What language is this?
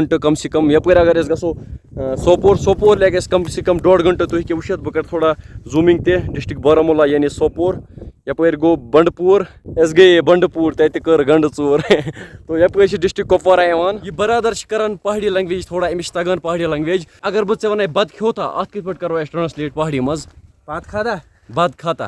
Kashmiri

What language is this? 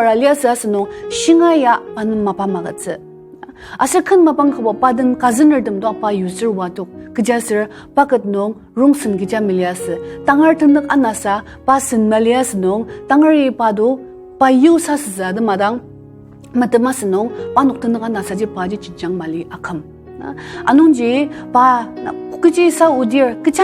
Ao Naga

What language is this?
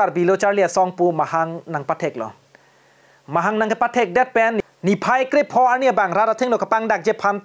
Karbi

